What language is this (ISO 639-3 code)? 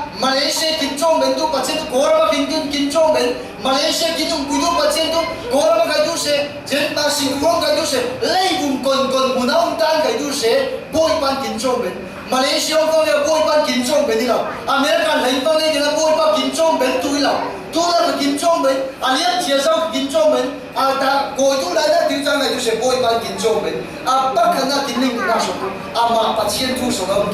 cfm